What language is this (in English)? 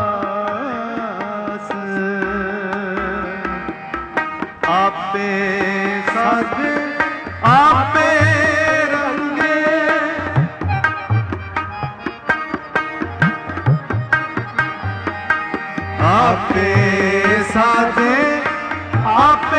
Punjabi